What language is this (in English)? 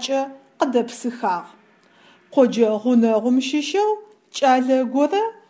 Adyghe